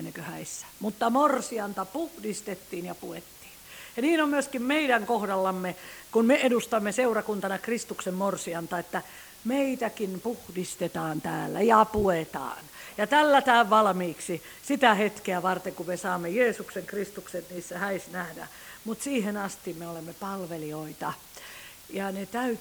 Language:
Finnish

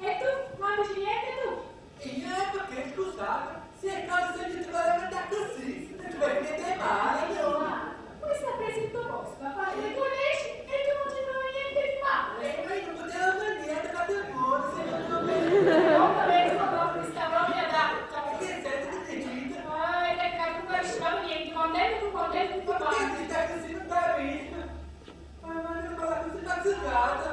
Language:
Neapolitan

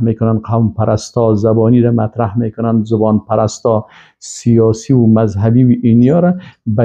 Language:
Persian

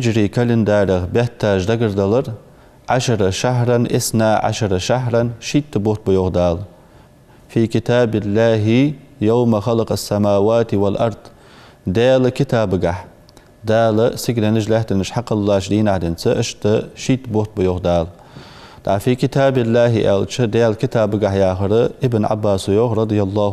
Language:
Ingush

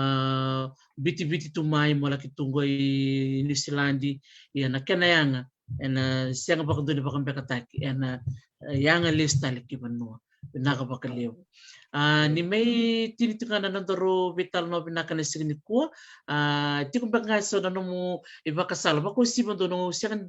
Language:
Fijian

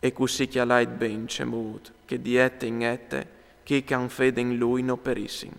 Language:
Friulian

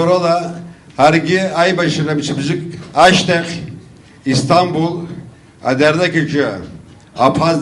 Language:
Abkhazian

